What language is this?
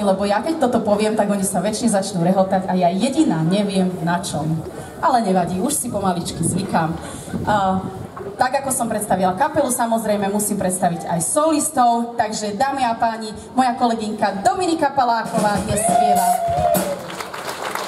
Slovak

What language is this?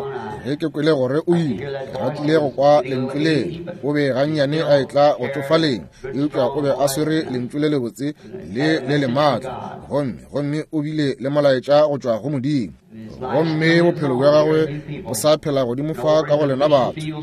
Northern Sotho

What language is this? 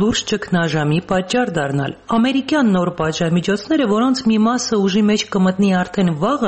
Armenian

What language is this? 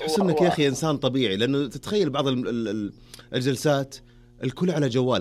Najdi Arabic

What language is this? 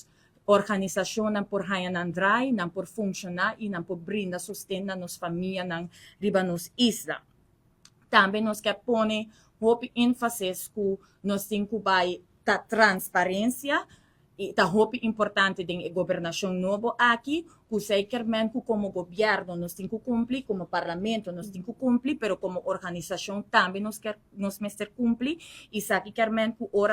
Papiamento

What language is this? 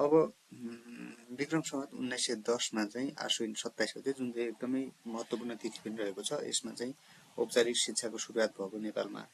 Nepali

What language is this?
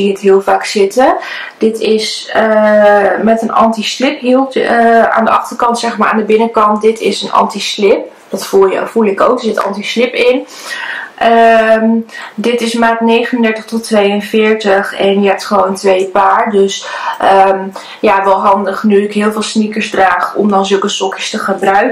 Dutch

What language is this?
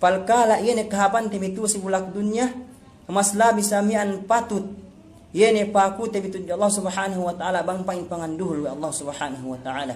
Yakan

